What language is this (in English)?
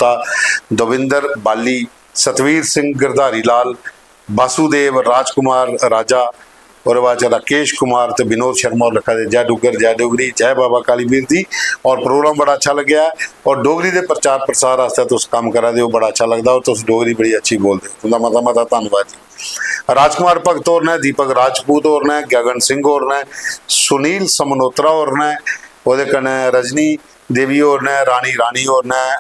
Dogri